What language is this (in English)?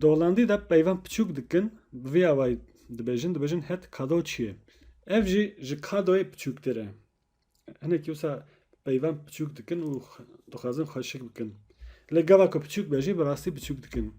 Kurdish